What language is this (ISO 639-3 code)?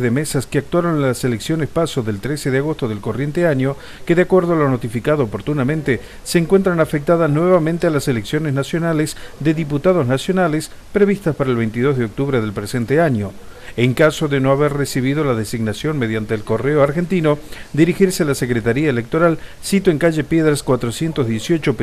spa